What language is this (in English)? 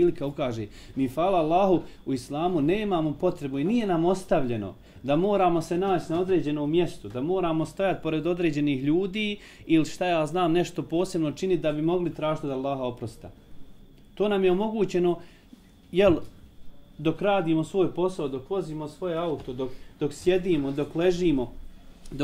Bosnian